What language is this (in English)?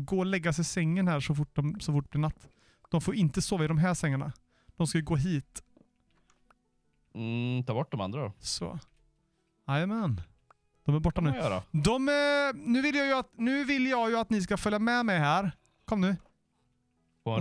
Swedish